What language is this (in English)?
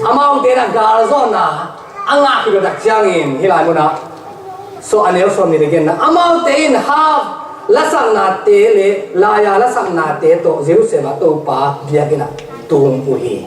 Tedim Chin